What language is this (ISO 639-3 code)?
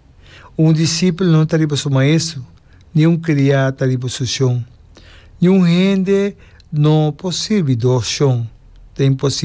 pap